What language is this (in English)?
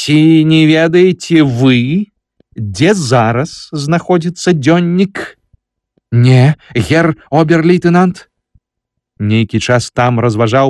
Belarusian